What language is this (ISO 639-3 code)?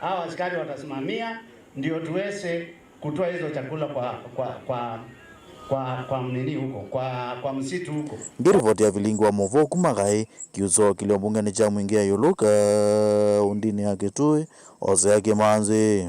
kam